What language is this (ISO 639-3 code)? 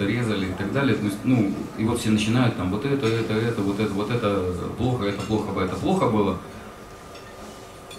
rus